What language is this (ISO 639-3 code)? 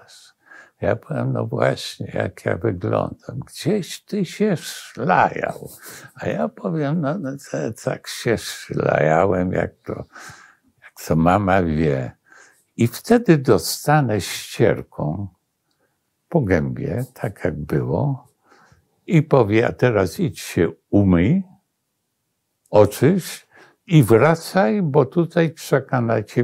pol